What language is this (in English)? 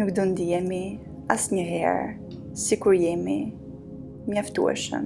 Albanian